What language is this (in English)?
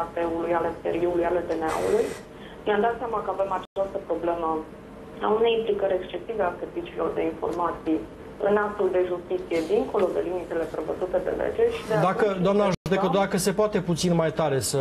Romanian